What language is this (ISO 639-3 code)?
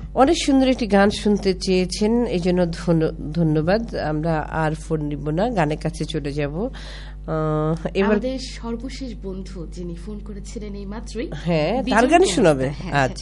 ben